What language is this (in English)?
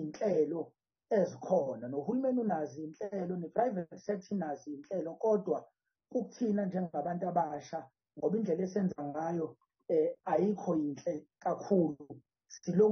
Zulu